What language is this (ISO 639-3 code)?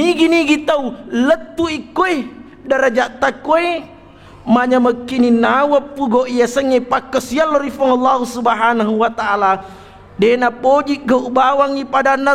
bug